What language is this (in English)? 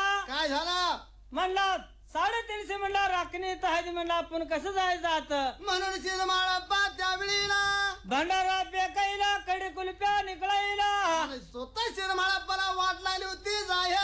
Marathi